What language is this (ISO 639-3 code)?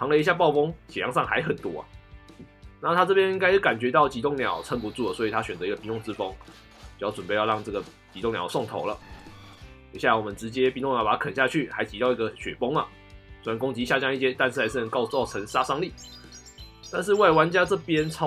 zho